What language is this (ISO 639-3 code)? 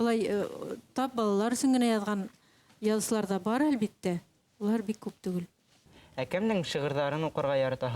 bak